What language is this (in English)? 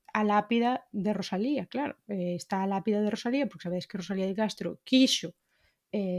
Galician